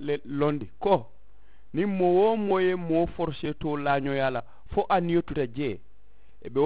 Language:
Mandingo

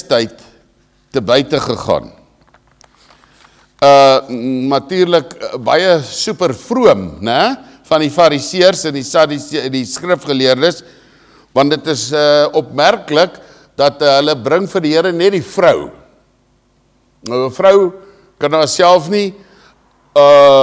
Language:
Afrikaans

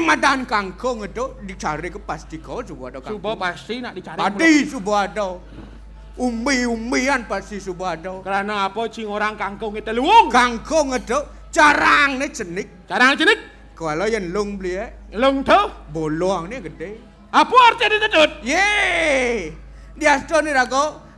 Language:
Balinese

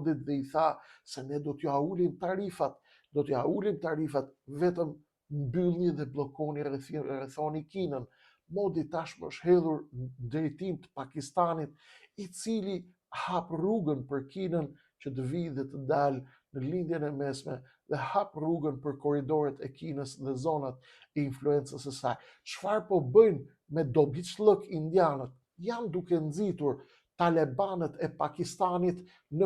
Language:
Albanian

